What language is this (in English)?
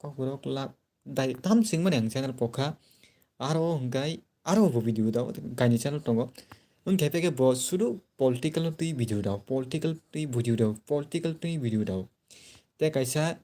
Kok Borok